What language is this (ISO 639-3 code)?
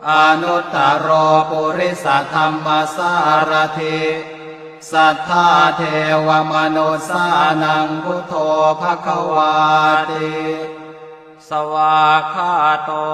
pli